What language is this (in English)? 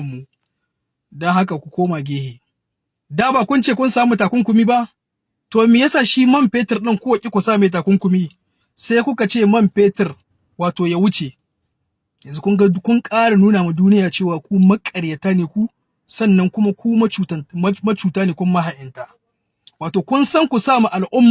Hausa